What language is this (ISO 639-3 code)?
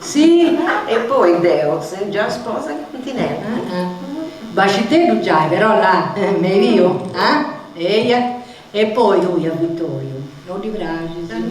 srd